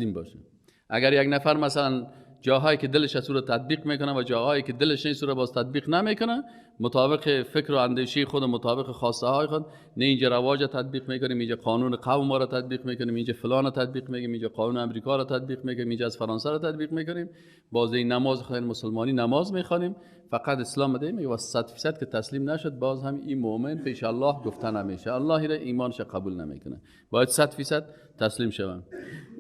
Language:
Persian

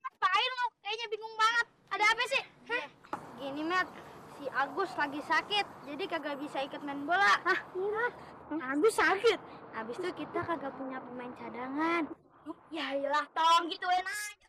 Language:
Betawi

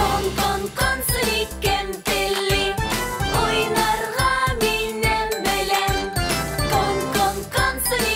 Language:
Tatar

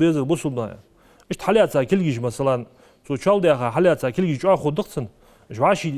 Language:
Ingush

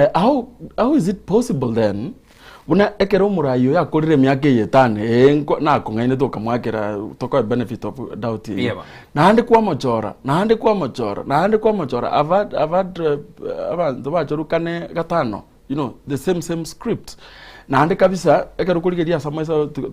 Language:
Gusii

